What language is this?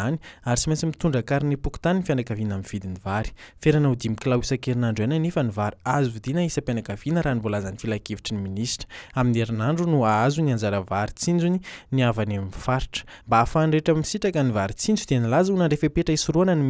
Malagasy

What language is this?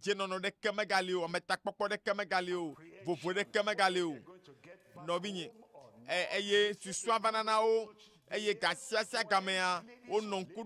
Ewe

